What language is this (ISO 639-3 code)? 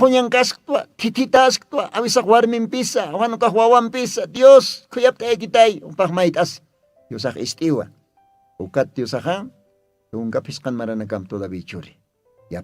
aym